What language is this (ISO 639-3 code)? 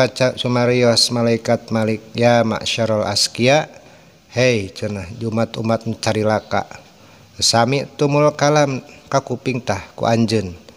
sun